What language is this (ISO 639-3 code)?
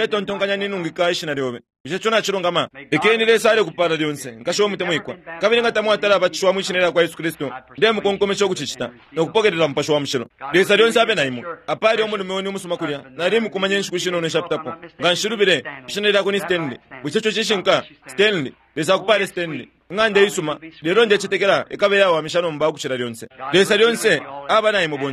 bem